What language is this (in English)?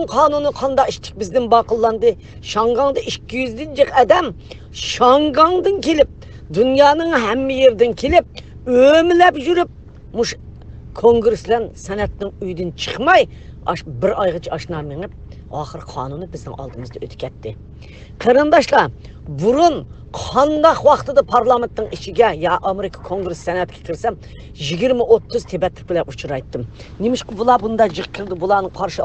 Uyghur